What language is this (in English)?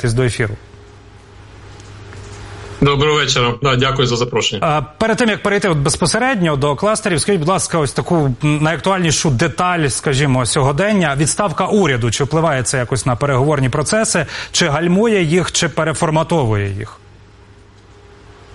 Ukrainian